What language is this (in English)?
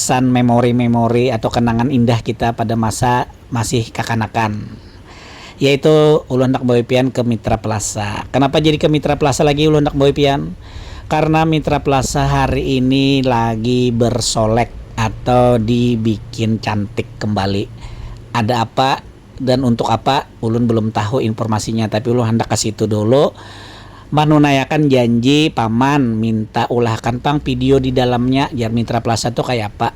Banjar